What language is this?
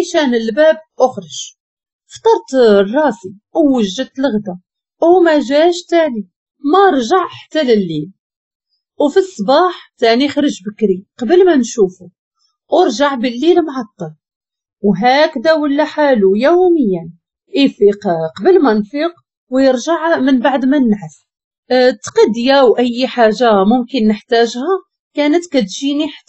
Moroccan Arabic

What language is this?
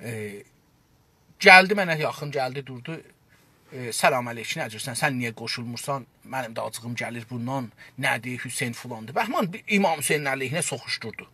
South Azerbaijani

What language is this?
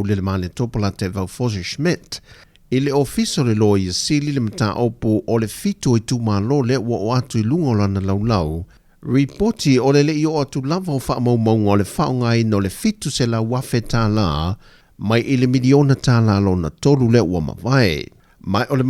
Samoan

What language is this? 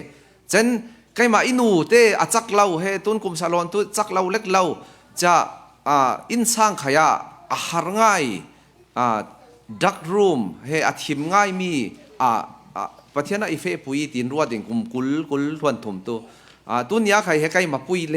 Falam Chin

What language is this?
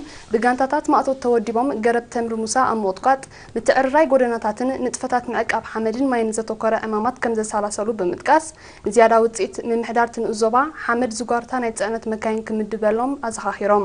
Tigrinya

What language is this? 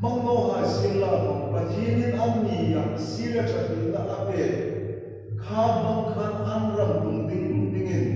Hmar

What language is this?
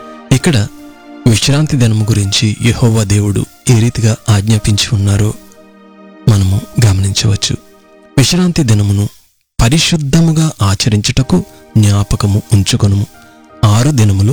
Telugu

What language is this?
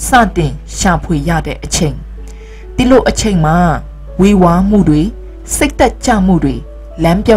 Burmese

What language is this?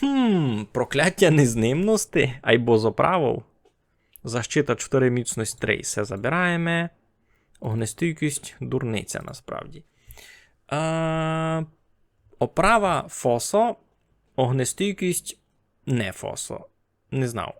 Rusyn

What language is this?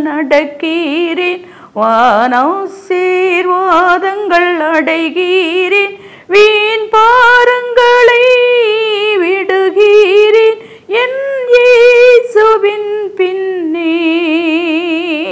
Tamil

